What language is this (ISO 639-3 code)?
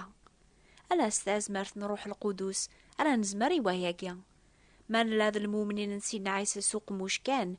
kab